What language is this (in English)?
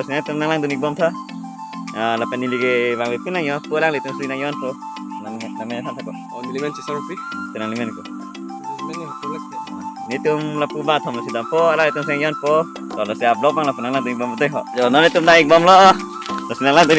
Karbi